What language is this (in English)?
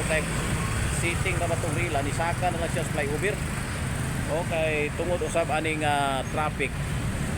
Cebuano